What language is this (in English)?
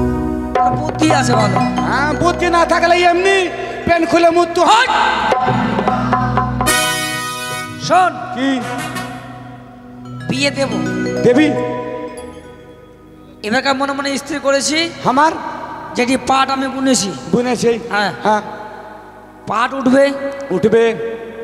Bangla